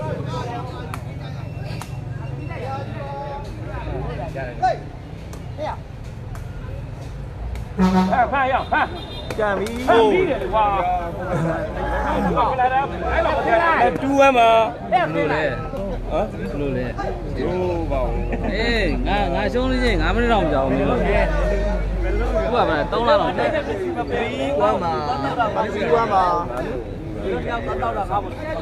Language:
Burmese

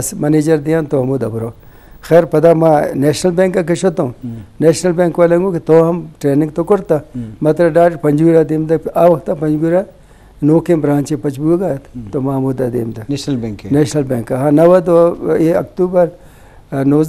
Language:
Eastern Balochi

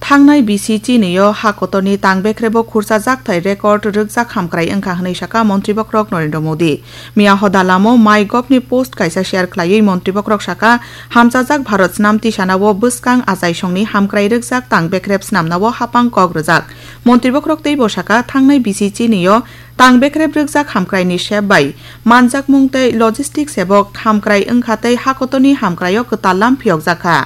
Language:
Kok Borok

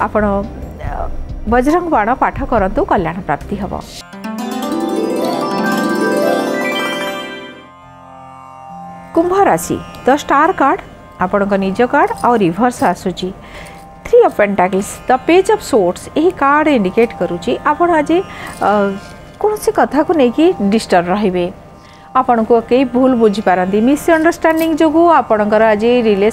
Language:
Odia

